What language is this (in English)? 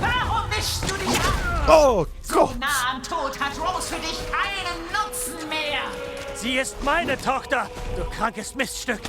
Swiss German